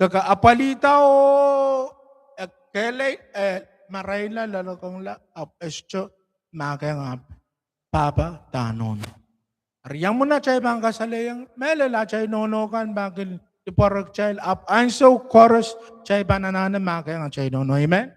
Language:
Pohnpeian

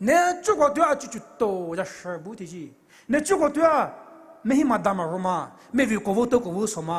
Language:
Poumei Naga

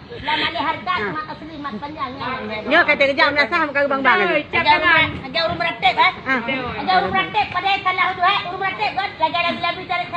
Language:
Achinese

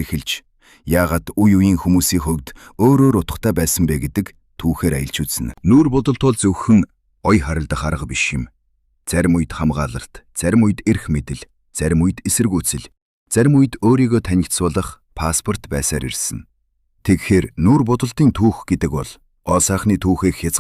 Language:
Mongolian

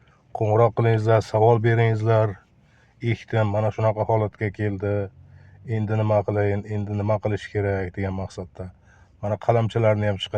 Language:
Uzbek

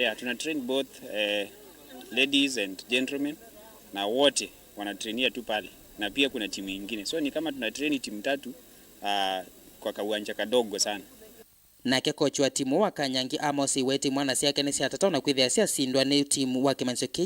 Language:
Kamba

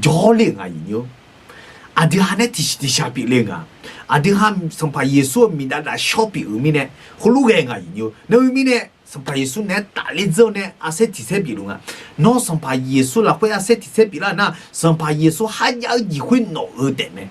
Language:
Akha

